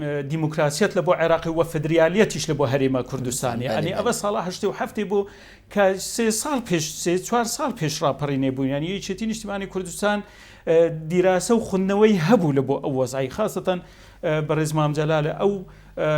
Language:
Central Kurdish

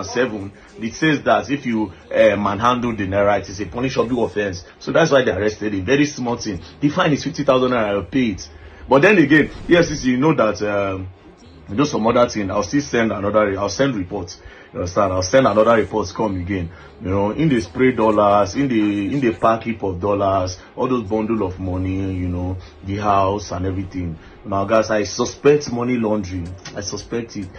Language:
Nigerian Pidgin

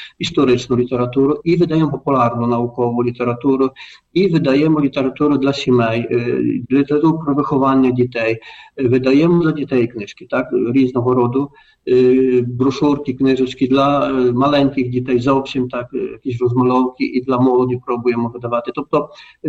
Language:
Ukrainian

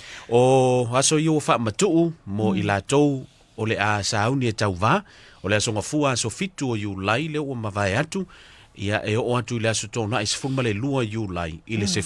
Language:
Samoan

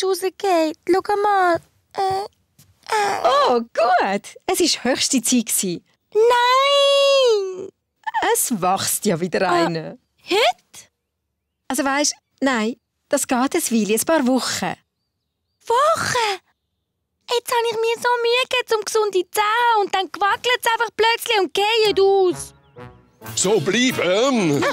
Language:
Swiss German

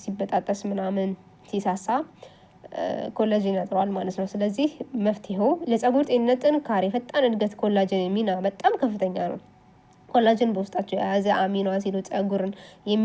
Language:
Amharic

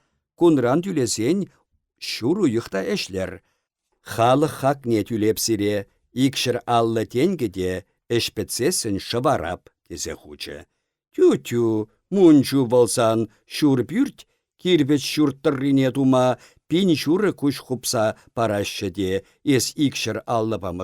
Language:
Chuvash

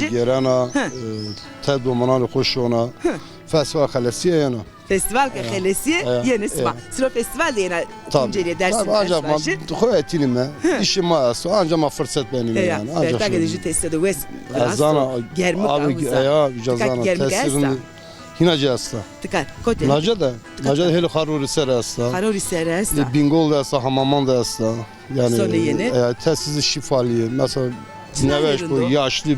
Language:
Zaza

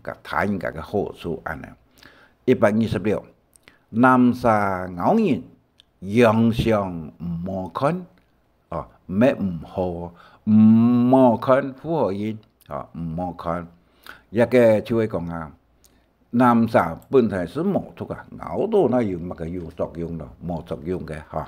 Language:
Hakka Chinese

